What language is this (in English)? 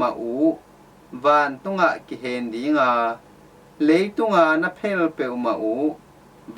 Tedim Chin